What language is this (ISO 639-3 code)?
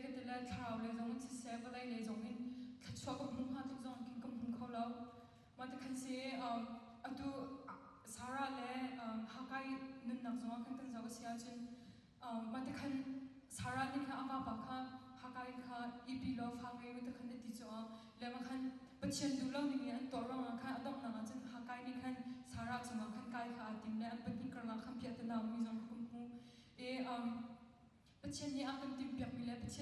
cnh